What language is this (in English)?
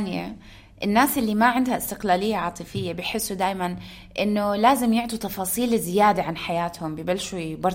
North Levantine Arabic